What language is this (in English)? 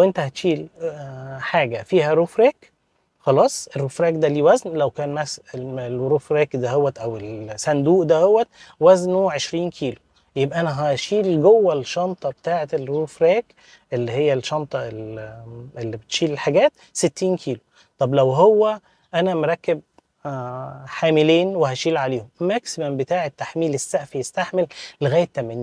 Egyptian Arabic